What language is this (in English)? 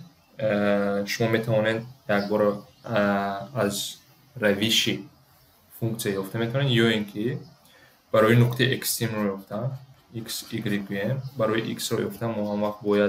Tajik